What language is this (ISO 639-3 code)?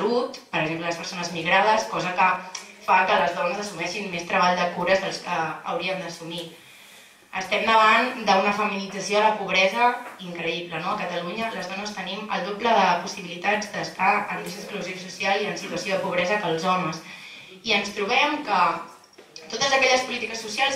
cat